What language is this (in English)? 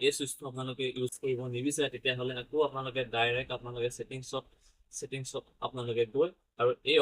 Assamese